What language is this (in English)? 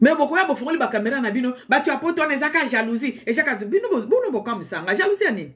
Lingala